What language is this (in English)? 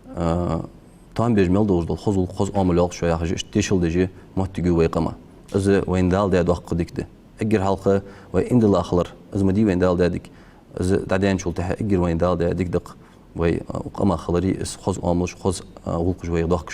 Ingush